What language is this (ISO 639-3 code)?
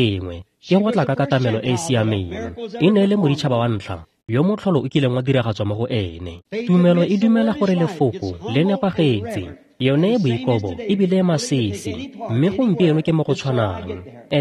tsn